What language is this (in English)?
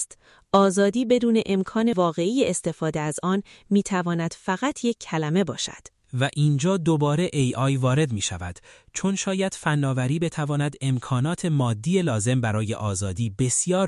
Persian